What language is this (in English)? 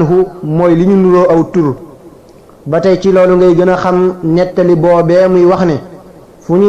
Wolof